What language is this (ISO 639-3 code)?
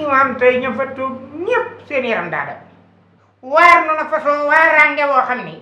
wol